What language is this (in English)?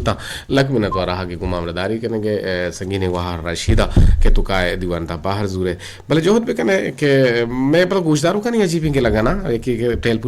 Eastern Balochi